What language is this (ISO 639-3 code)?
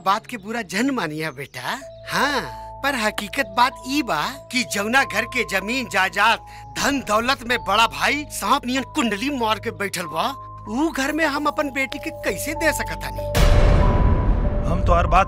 bho